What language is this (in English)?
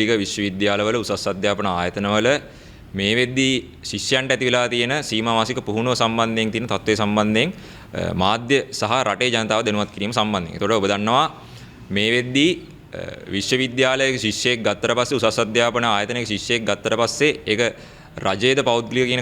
Sinhala